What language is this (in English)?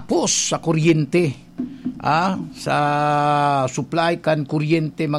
Bikol